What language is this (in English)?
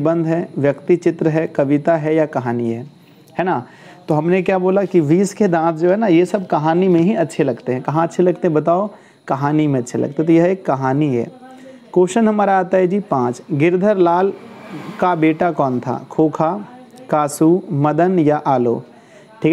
Hindi